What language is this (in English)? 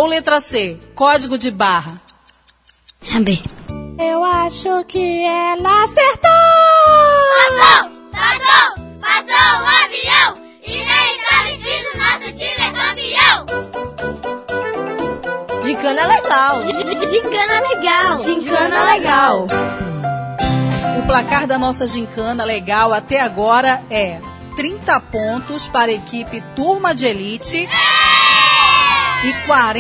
Portuguese